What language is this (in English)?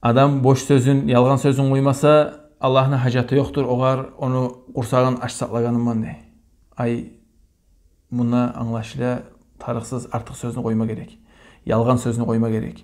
Kumyk